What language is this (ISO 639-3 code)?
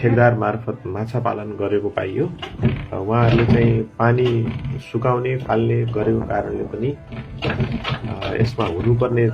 nep